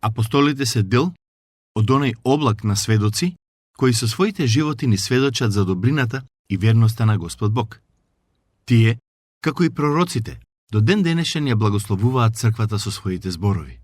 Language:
Macedonian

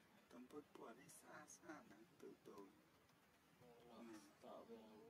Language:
Vietnamese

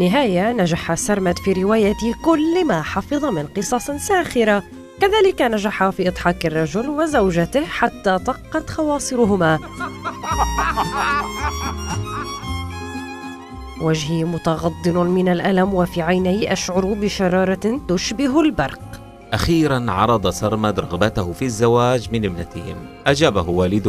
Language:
Arabic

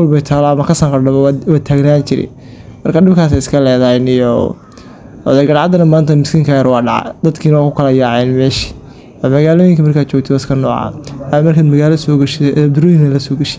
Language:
Somali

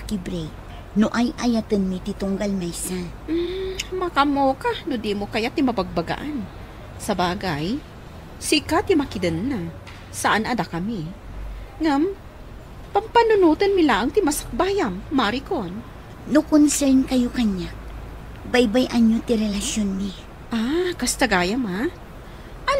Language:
Iloko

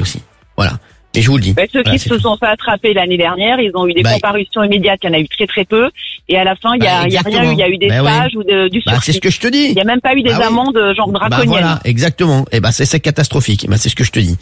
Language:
French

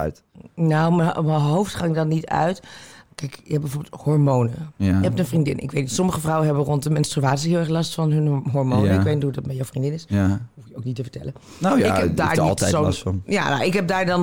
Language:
Dutch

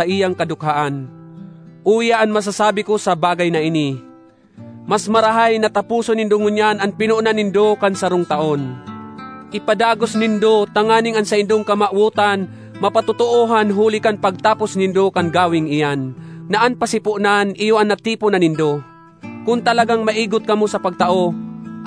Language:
Bikol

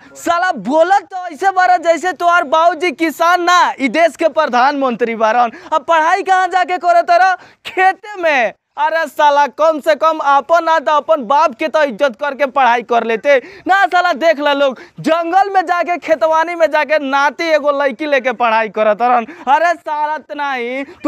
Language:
Bhojpuri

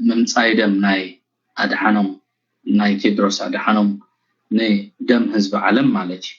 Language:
Tigrinya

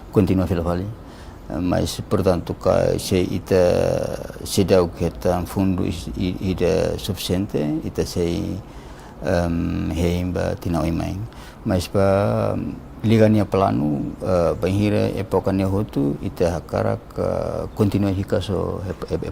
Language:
Tetum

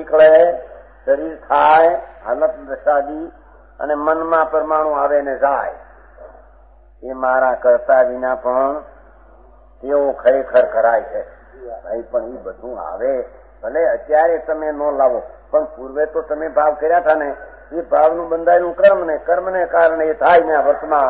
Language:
Gujarati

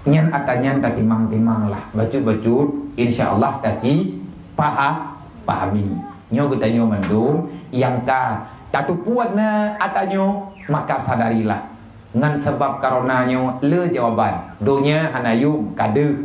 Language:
Achinese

